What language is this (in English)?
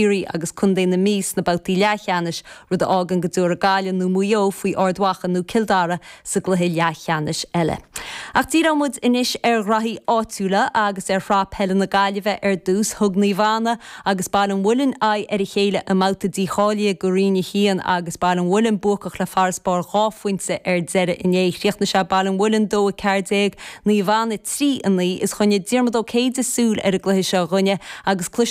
Irish